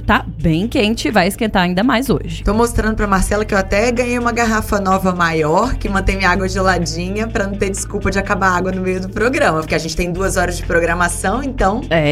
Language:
Portuguese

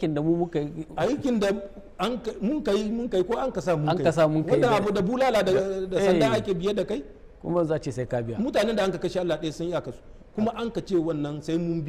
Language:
Hausa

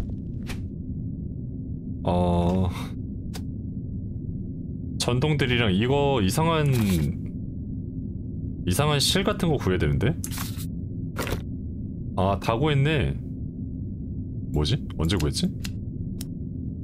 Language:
Korean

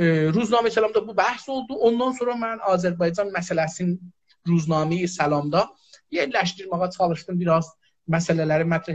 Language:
South Azerbaijani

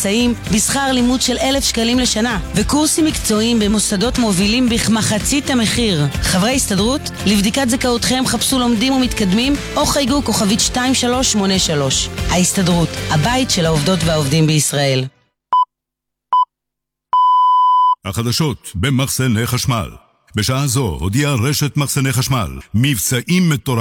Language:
Hebrew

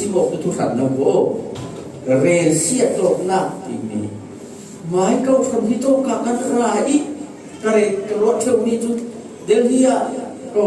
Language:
Falam Chin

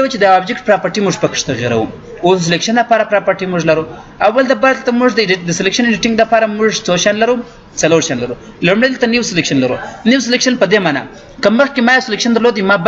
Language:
Pashto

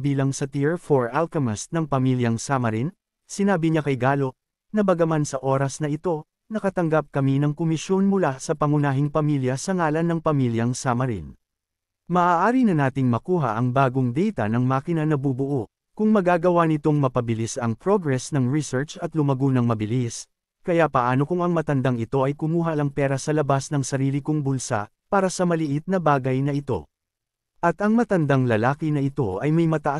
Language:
Filipino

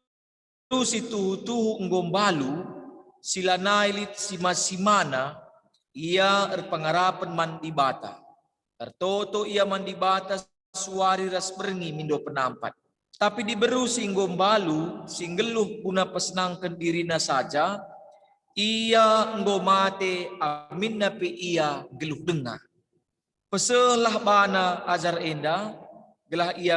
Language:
Batak Karo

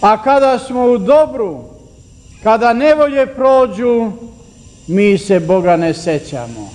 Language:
Serbian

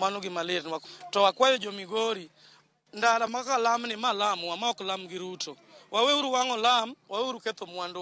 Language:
Luo (Kenya and Tanzania)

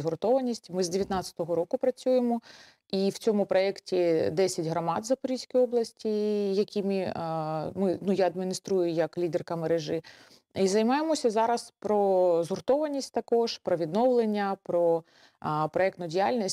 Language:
Ukrainian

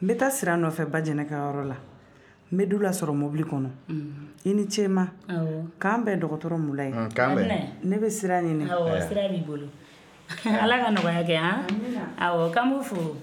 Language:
Bambara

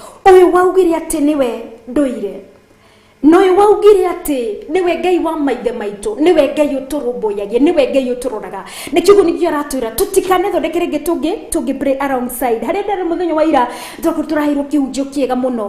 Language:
Kikuyu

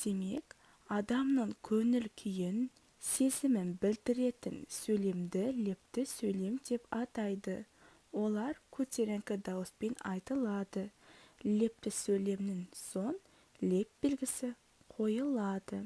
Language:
Kazakh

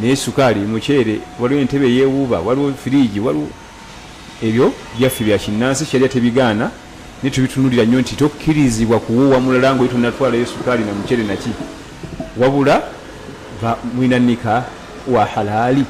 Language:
Ganda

